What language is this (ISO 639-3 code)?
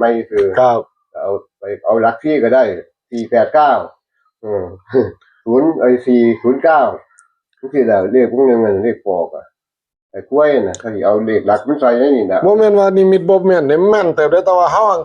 tts